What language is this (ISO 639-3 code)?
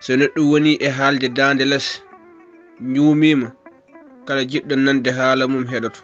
ful